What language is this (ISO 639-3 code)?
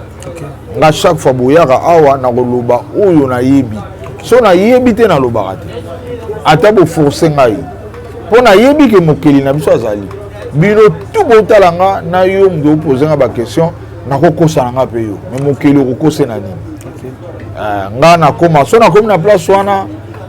lin